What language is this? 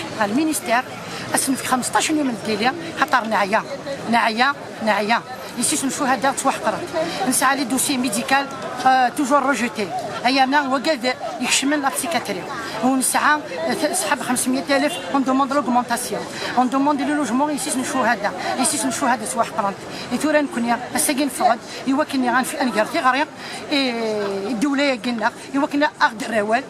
Kabyle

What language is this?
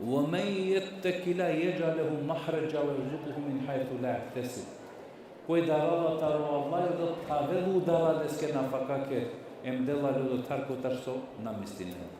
Balkan Romani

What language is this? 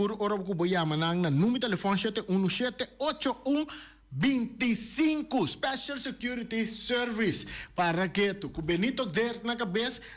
Papiamento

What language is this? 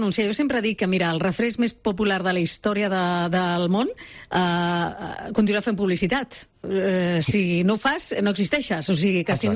Catalan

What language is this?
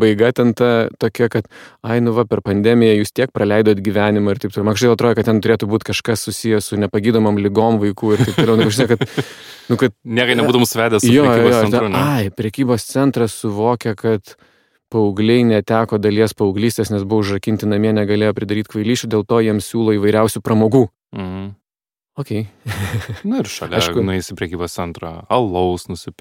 Lithuanian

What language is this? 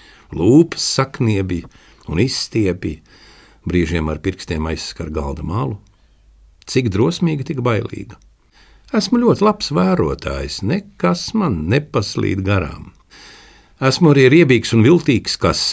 Latvian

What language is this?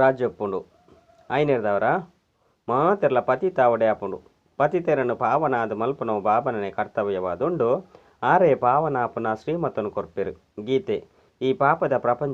Tulu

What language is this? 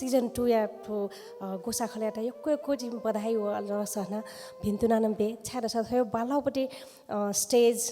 Newari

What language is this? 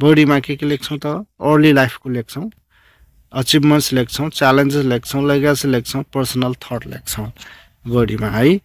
Nepali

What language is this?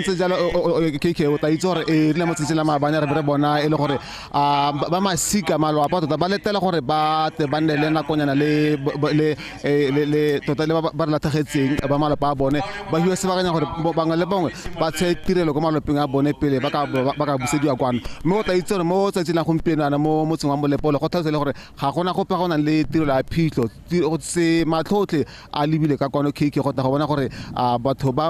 Tswana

